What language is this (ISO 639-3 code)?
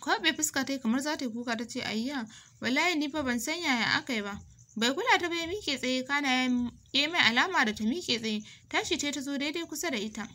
hau